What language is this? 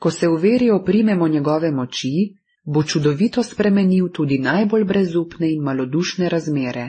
Slovenian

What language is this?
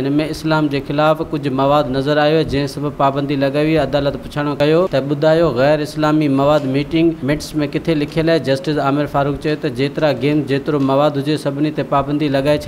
Sindhi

